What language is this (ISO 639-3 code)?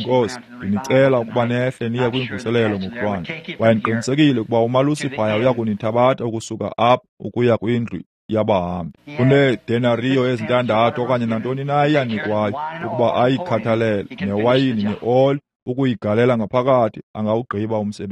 xho